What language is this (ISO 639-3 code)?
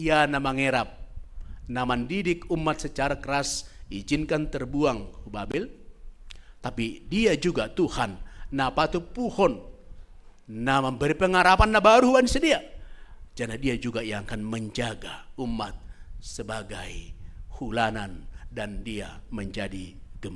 bts